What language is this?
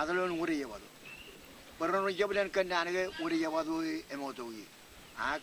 Marshallese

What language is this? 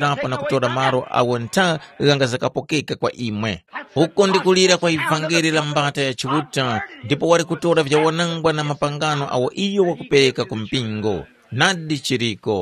Tumbuka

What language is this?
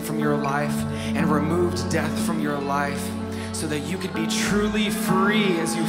English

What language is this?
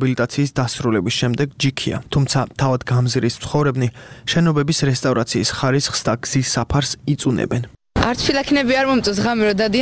Georgian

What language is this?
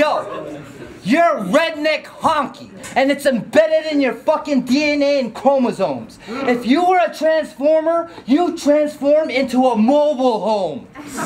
English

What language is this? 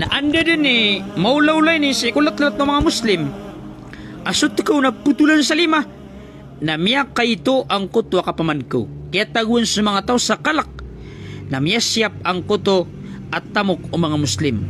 Maranao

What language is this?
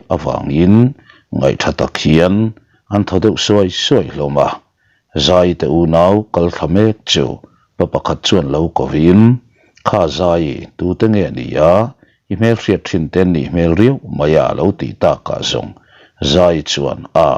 Mizo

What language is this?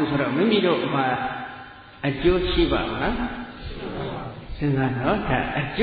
Burmese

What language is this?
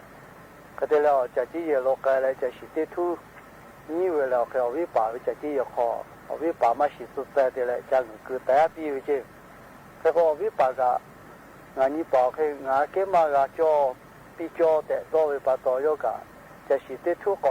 Lahu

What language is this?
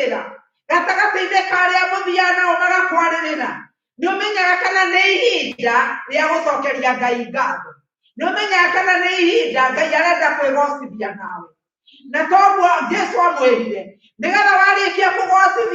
Kikuyu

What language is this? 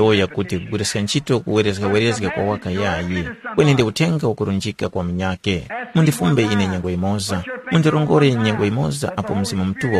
Tumbuka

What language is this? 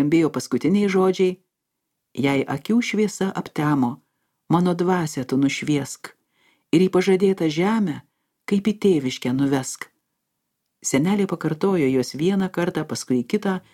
Lithuanian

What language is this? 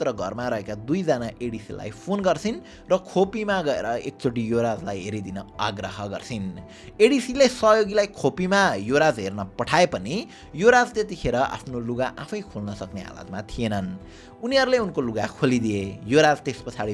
Nepali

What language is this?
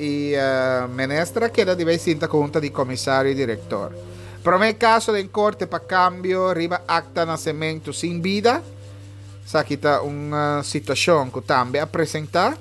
Papiamento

